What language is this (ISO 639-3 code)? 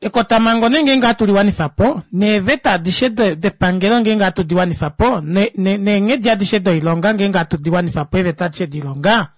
kua